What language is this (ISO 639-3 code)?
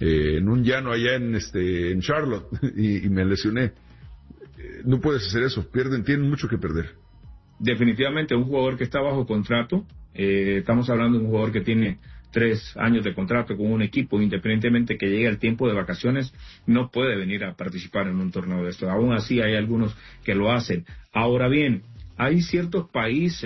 spa